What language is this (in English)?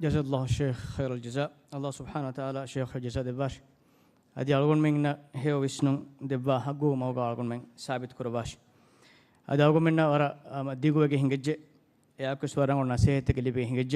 Divehi